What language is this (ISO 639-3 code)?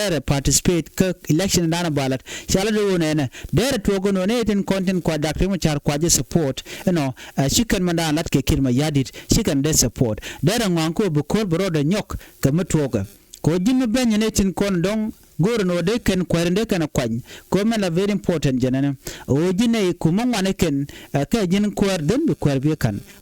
nus